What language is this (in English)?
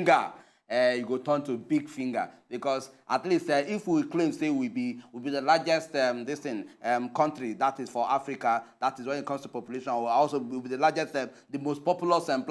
Nigerian Pidgin